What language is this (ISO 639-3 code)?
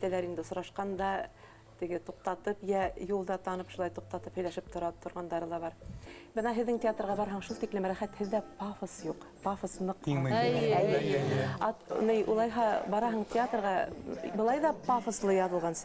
bak